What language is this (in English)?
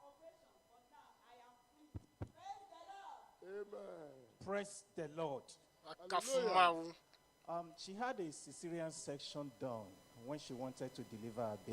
Ewe